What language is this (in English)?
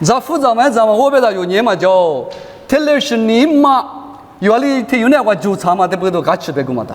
Lisu